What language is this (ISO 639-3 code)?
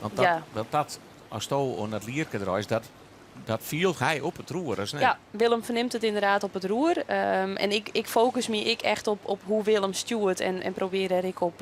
fry